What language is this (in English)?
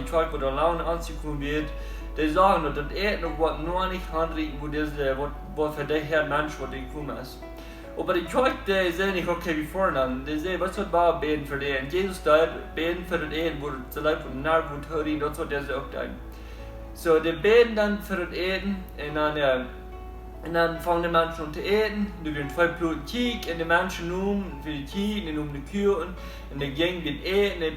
Plautdietsch